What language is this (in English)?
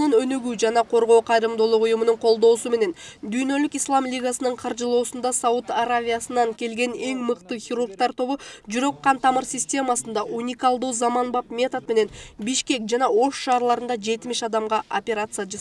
Kyrgyz